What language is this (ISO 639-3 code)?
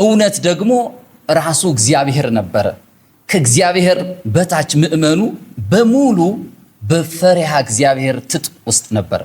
amh